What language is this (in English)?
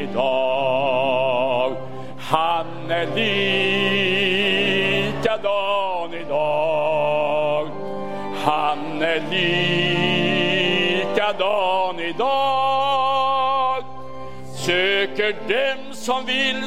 Swedish